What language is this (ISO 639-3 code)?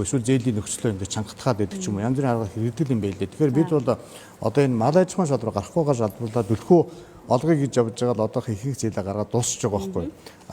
mon